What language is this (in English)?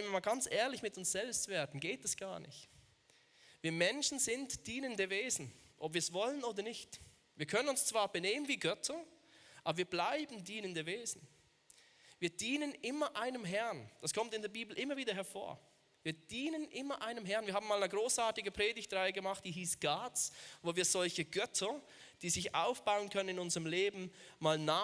Swiss German